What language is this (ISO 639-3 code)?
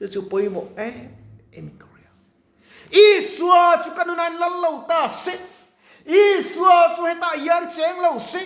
lus